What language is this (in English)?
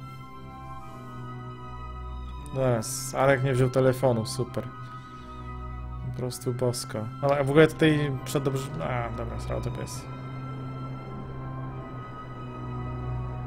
Polish